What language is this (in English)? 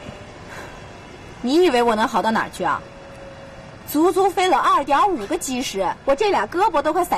Chinese